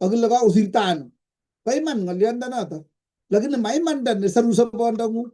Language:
Kalenjin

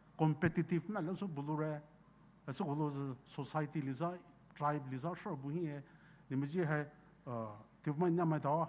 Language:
Poumei Naga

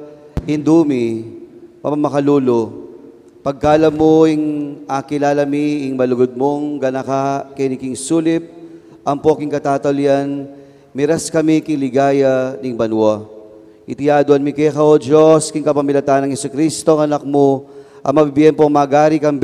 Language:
Pampanga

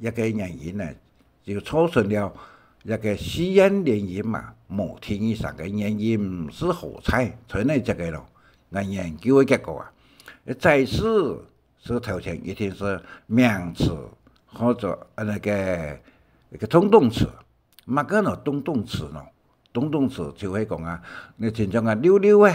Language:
Hakka Chinese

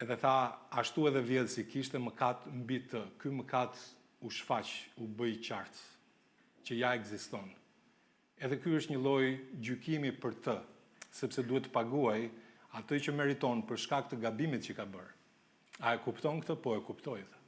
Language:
Albanian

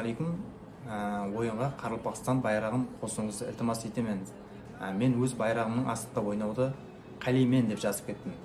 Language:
Kara-Kalpak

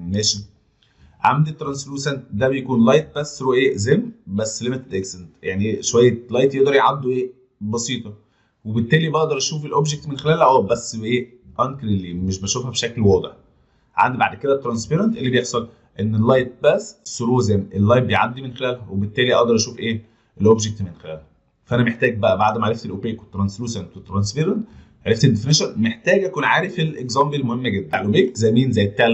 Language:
Egyptian Arabic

